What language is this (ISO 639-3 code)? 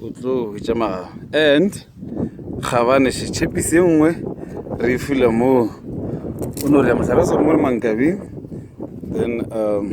nso